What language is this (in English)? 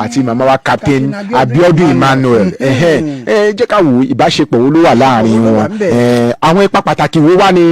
Yoruba